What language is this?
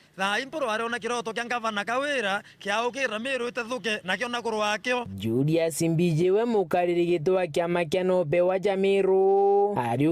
Meru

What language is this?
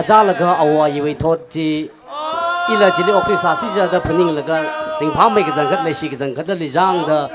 Tangkhul Naga (India)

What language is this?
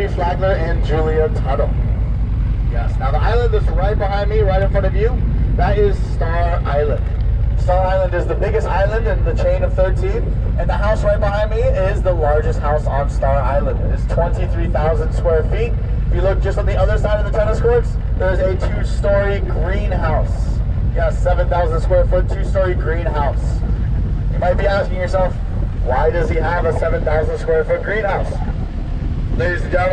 English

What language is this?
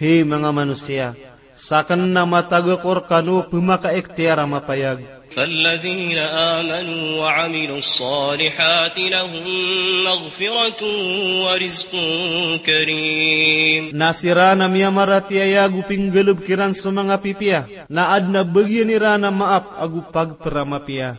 Maranao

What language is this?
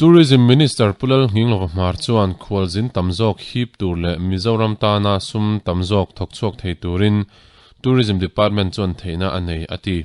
Mizo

